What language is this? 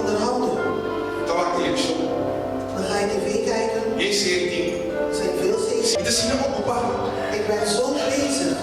Papiamento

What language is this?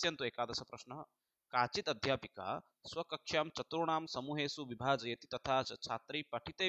Sanskrit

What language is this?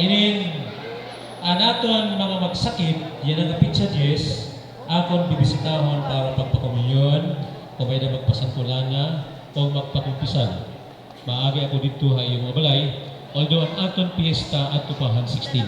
Waray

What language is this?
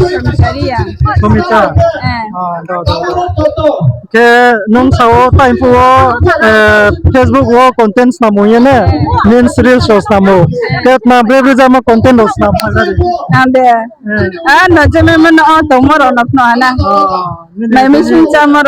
Riang (India)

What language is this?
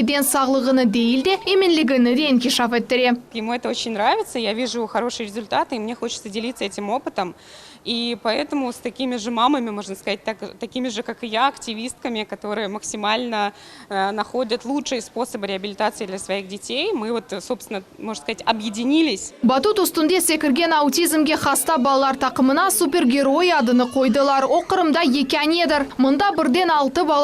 Crimean Tatar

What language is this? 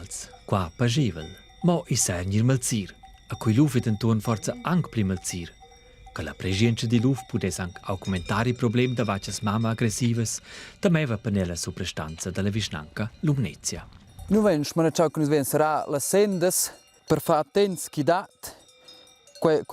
Romansh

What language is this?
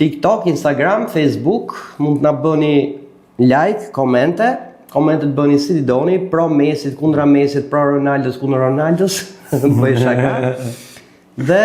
Albanian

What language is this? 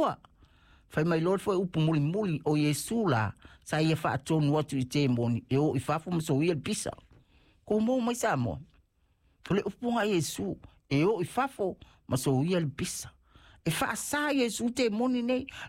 Samoan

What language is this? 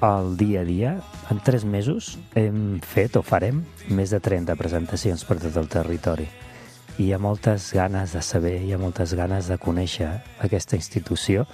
Catalan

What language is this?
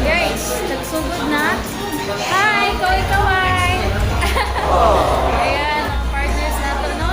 Cebuano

